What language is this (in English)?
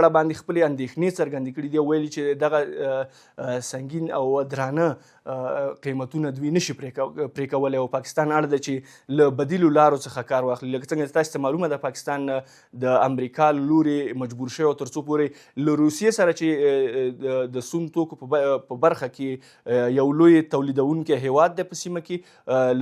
Pashto